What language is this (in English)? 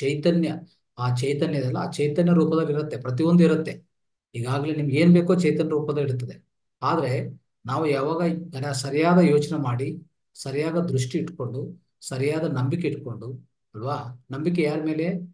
Kannada